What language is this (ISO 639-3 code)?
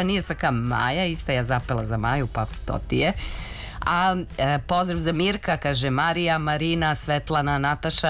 srp